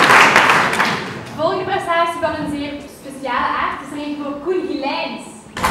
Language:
Dutch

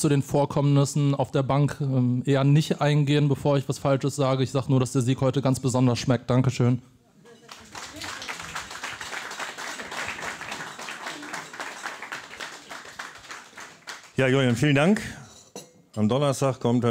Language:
German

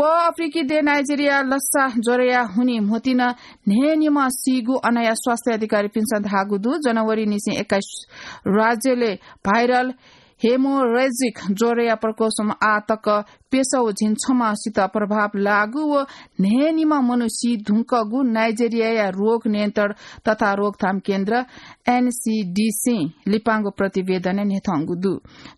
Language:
Newari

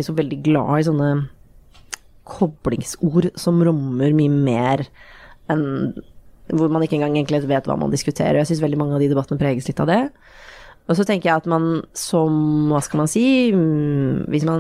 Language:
Norwegian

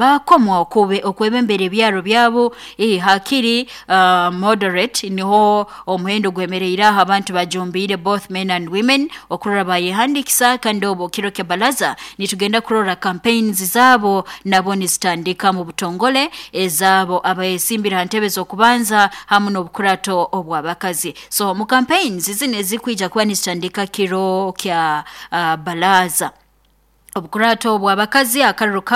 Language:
Nyoro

